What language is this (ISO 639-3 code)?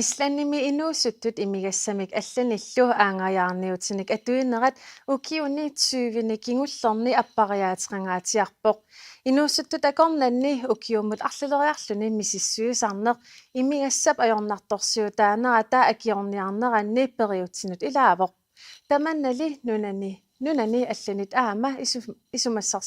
kal